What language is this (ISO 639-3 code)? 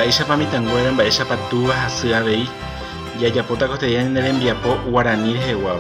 grn